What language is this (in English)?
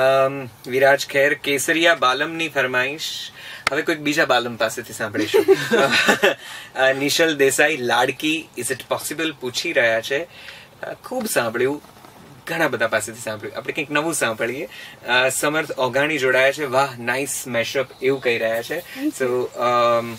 Gujarati